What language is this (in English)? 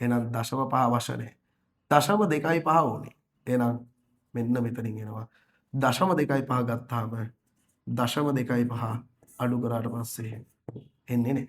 Sinhala